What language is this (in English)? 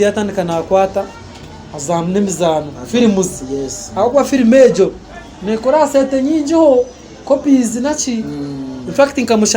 Nyankole